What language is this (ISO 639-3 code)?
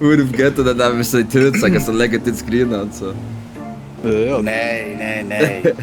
gsw